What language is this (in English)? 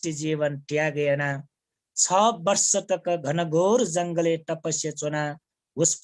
Newari